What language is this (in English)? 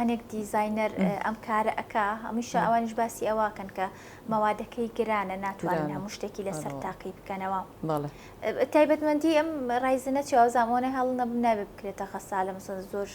Central Kurdish